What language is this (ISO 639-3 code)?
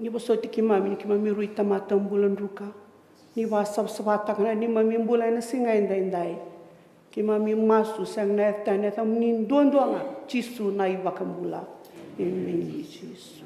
fij